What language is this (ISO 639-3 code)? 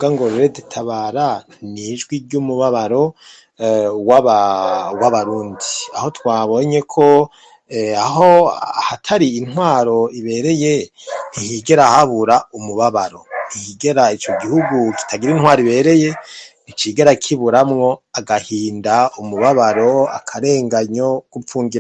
run